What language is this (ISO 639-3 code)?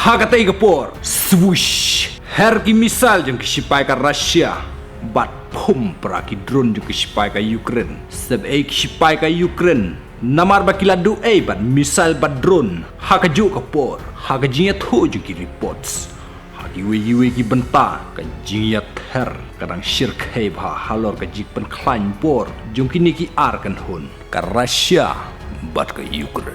kha